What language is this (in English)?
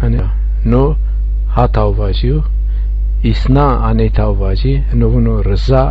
Zaza